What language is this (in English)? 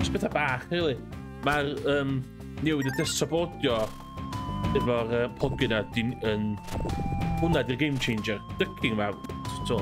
Welsh